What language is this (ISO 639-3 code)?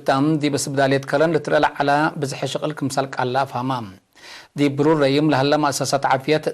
tig